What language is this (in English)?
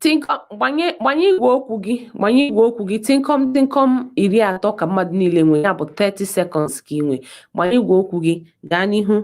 Igbo